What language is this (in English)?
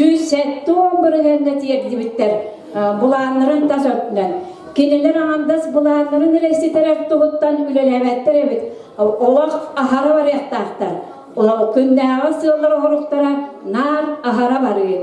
Yakut